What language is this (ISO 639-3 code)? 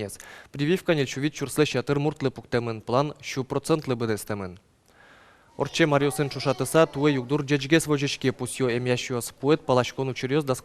udm